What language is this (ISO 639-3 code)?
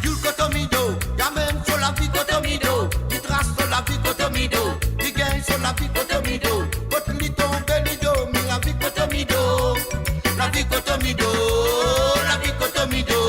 mfe